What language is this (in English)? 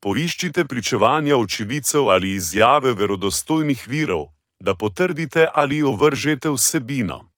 Slovenian